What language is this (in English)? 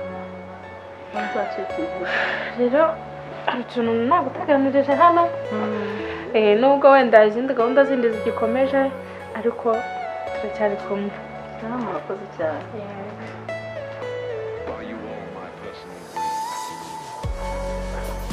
Kinyarwanda